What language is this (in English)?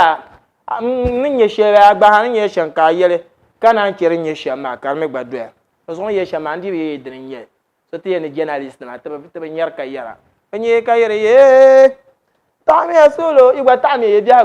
Dagbani